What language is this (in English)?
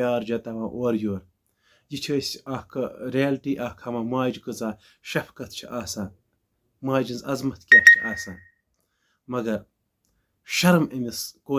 Kashmiri